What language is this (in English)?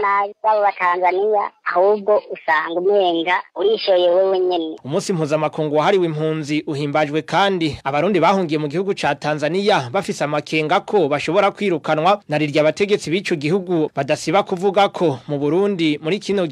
Rundi